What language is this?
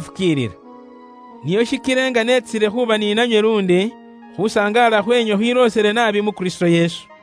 Luyia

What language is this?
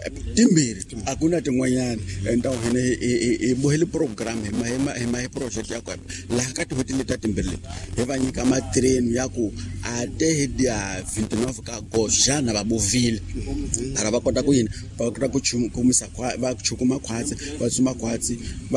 Tsonga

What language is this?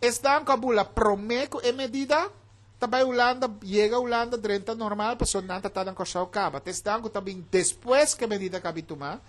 Papiamento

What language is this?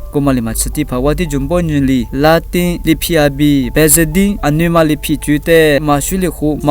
Lisu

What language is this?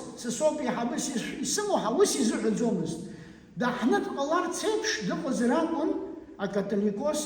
Abkhazian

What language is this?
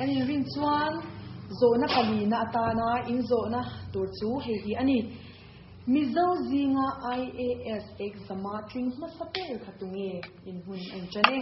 Mizo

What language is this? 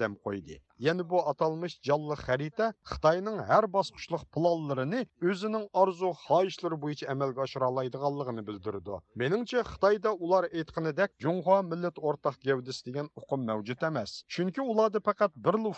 Uyghur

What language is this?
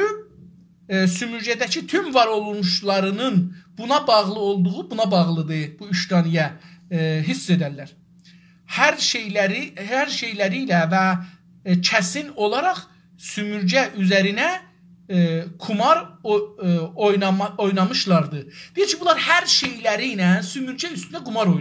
South Azerbaijani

